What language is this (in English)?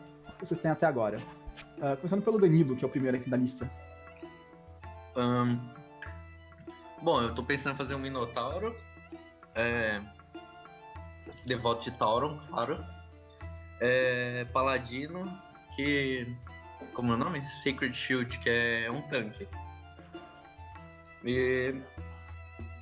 Portuguese